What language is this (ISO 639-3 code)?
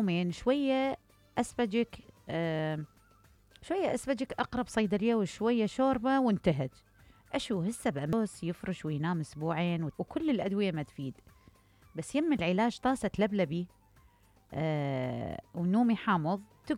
acm